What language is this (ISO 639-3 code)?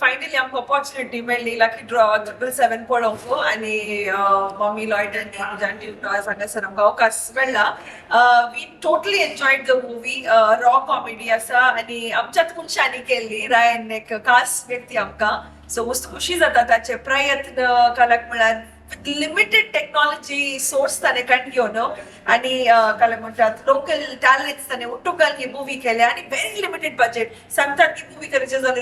kok